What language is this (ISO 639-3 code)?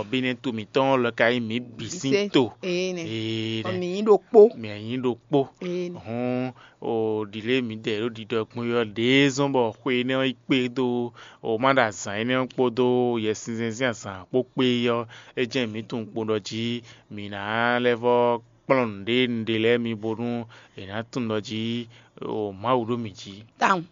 fon